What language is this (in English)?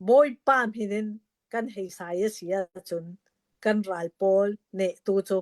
Hakha Chin